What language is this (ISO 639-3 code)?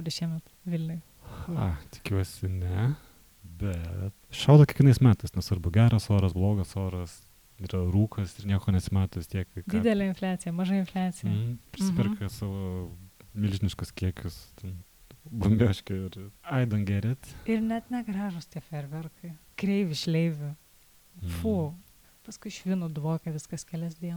lit